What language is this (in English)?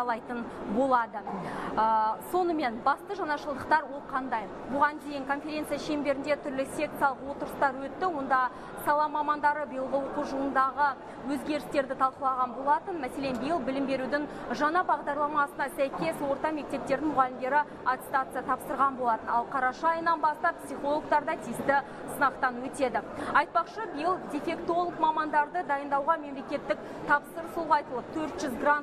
Kazakh